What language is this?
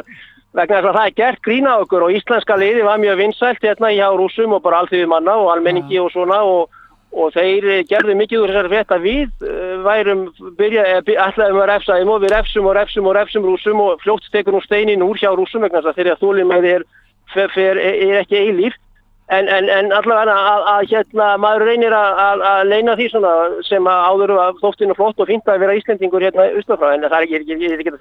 Icelandic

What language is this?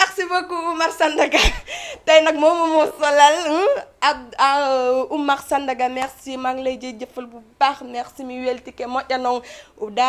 Fula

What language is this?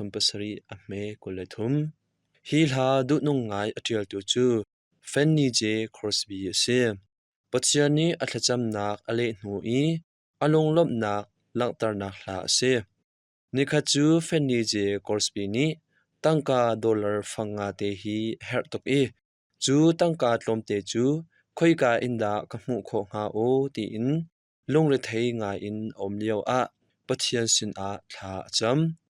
Hakha Chin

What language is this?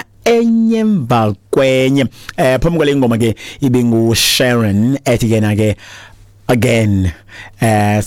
Xhosa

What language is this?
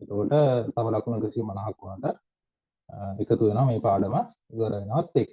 Sinhala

